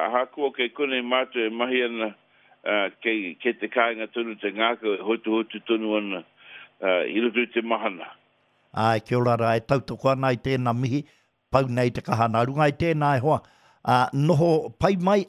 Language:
Māori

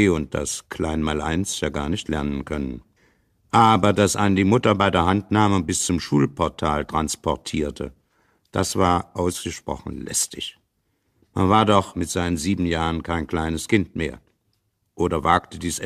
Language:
German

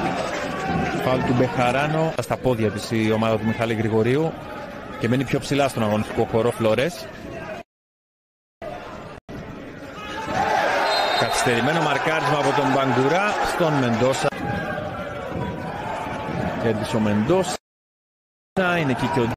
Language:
Greek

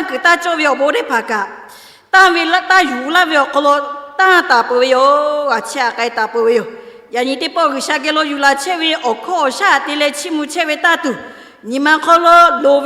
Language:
Lahu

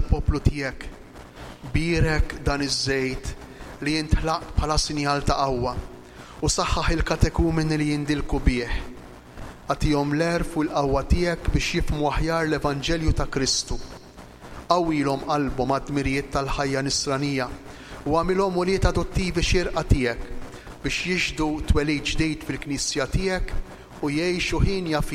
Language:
Maltese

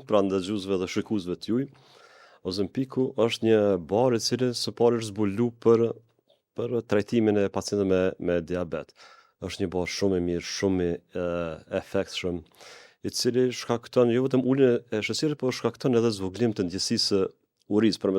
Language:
Albanian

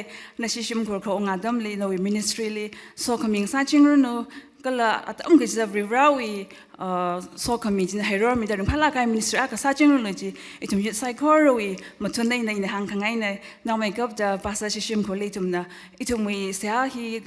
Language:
Tangkhul Naga (India)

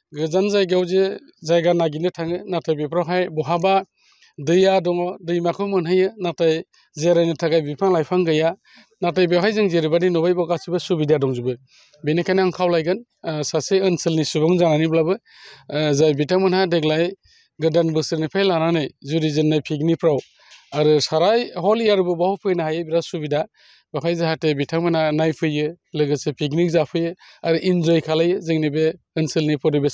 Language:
Bodo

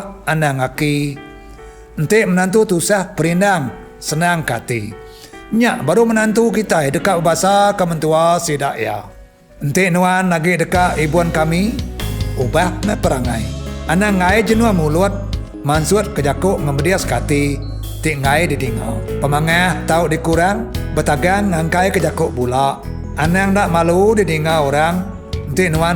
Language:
Iban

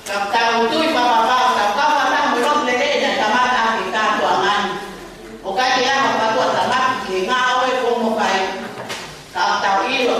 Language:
Tongan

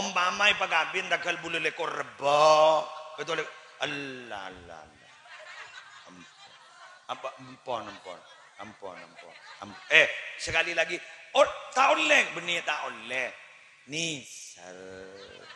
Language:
Madurese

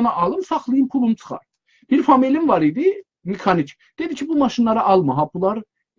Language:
South Azerbaijani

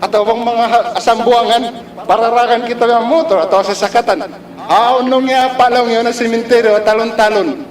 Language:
Tausug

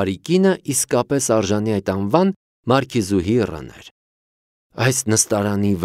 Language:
Armenian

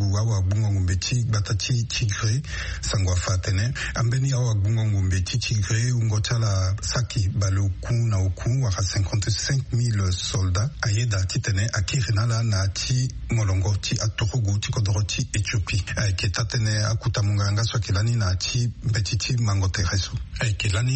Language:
Sango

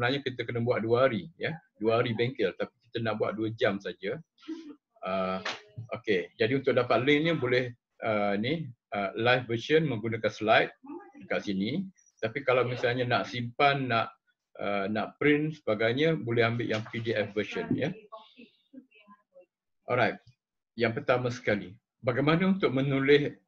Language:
Malay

